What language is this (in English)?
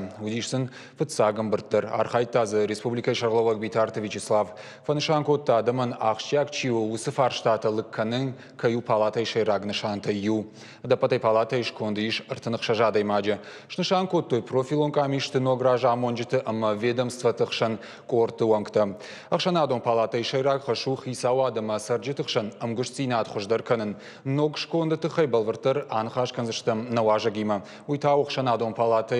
Ossetic